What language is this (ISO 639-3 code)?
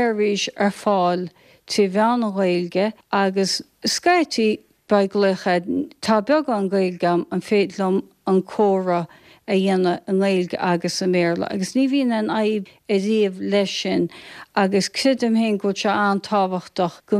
gle